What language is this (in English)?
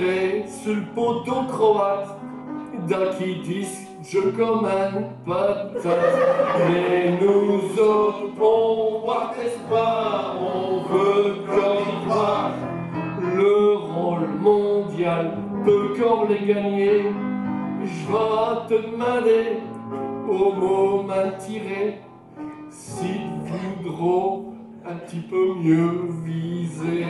Picard